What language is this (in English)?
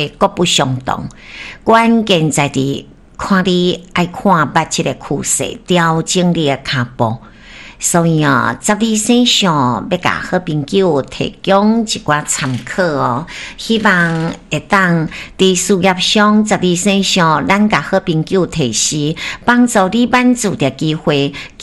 Min Nan Chinese